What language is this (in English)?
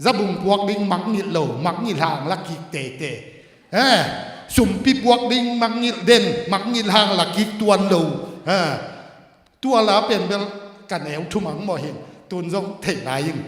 Tedim Chin